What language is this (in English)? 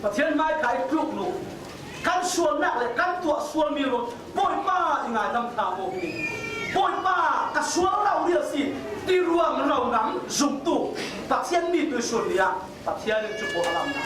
Falam Chin